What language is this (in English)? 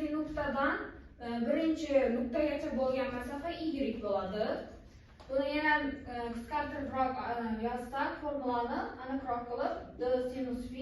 Uzbek